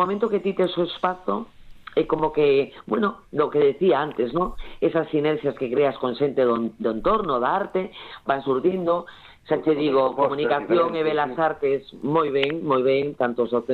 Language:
Galician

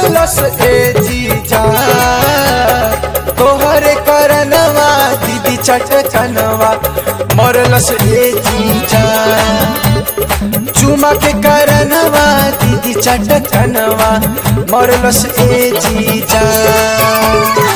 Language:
Bhojpuri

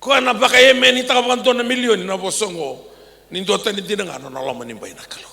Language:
Fijian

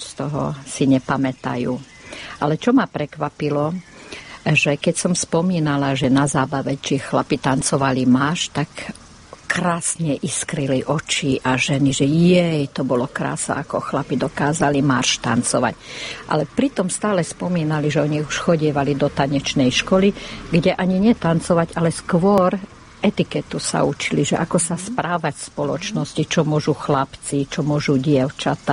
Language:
Slovak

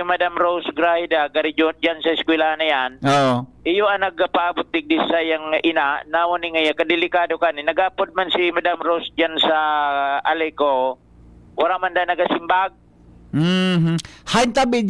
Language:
Bikol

